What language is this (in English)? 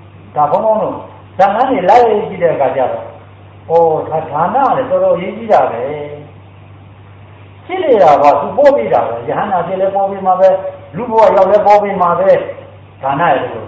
Burmese